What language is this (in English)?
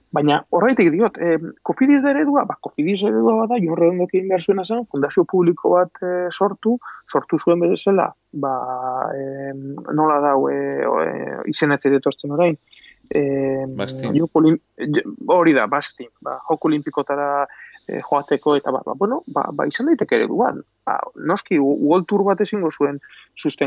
Basque